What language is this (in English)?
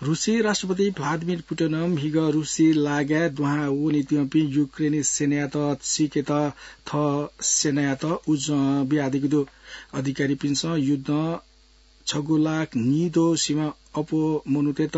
Newari